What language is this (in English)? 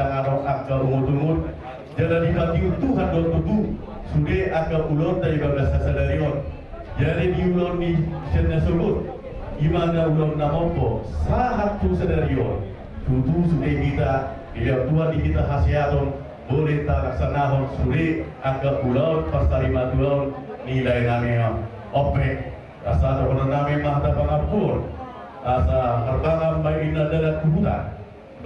Batak Toba